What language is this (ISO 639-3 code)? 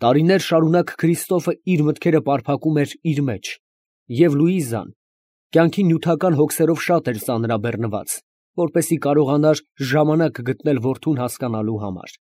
hye